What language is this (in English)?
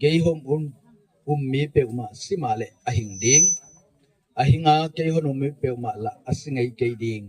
Gangte